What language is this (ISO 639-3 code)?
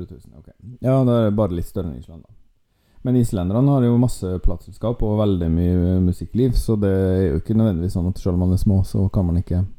nor